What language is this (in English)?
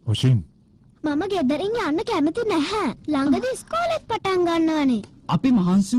Sinhala